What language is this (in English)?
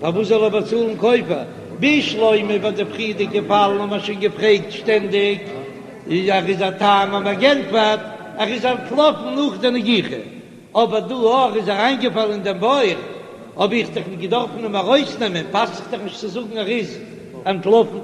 Yiddish